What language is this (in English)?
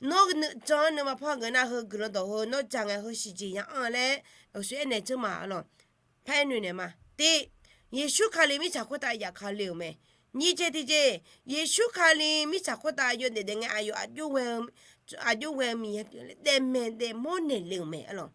Akha